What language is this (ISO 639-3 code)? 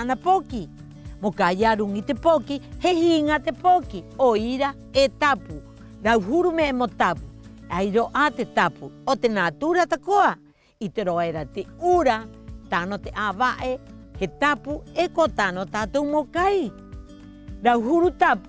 rap